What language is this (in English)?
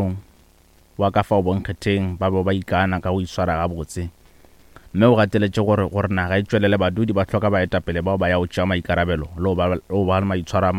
Northern Sotho